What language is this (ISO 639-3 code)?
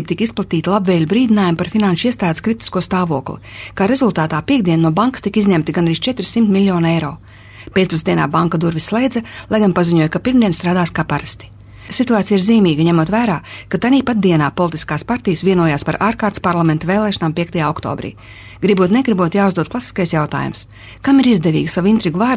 lav